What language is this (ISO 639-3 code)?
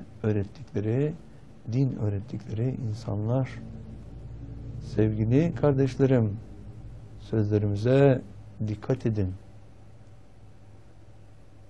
tur